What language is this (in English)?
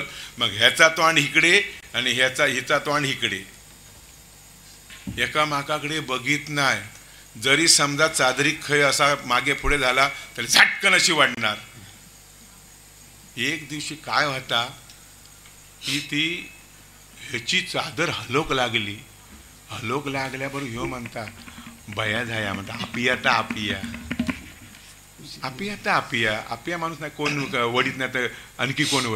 Marathi